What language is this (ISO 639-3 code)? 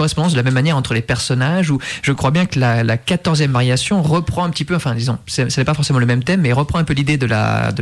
fra